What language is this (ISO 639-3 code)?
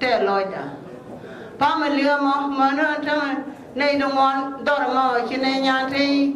nus